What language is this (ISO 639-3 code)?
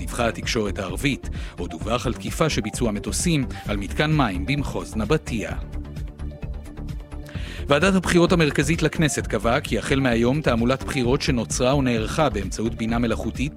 heb